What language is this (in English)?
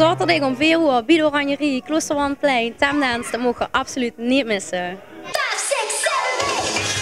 Limburgish